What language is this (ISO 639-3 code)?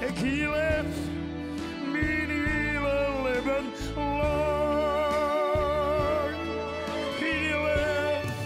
fry